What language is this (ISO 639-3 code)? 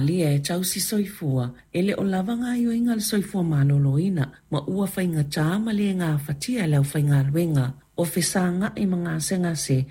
smo